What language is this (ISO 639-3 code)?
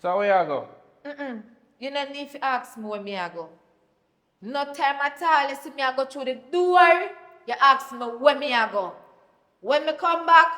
jam